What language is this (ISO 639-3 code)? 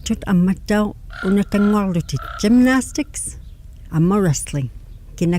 iku